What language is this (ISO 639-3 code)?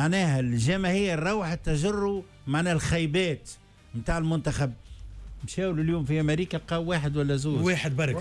aeb